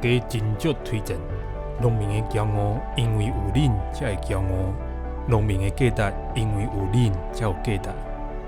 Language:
Min Nan Chinese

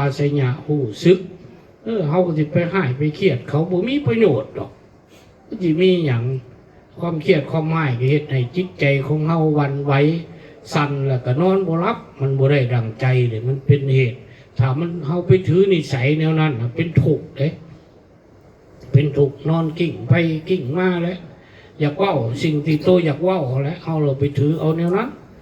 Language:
Lao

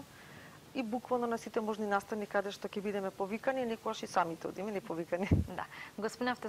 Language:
Macedonian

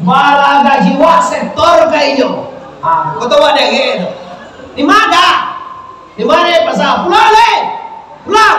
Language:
Minangkabau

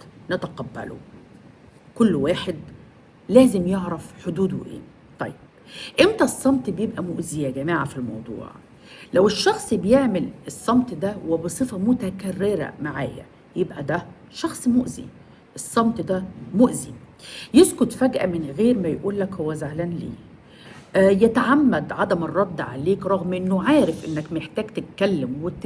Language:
Egyptian Arabic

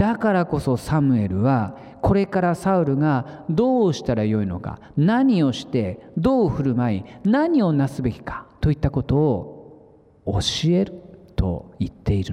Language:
Japanese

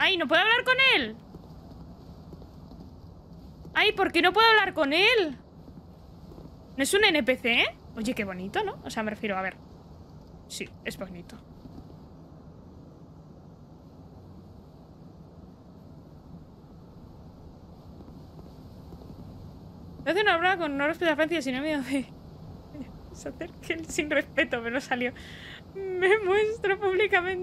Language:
Spanish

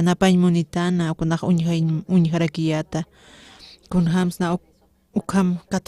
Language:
Aymara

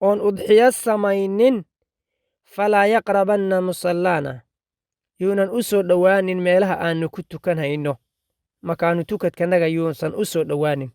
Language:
Somali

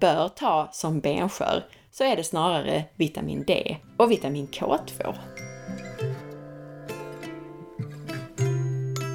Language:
Swedish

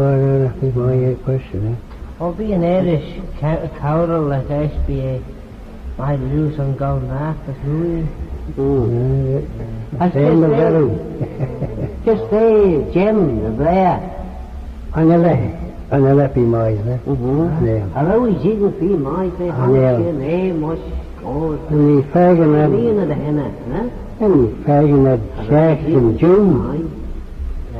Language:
Manx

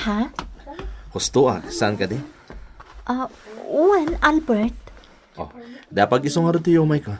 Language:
Iloko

